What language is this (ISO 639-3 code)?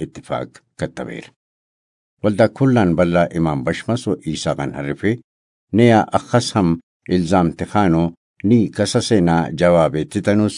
brh